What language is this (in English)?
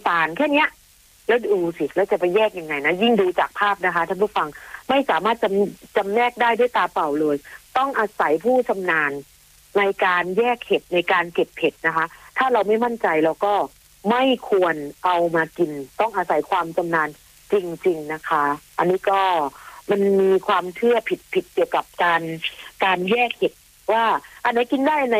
Thai